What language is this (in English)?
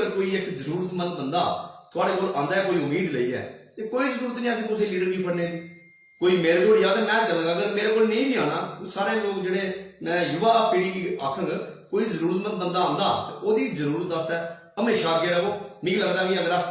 Dogri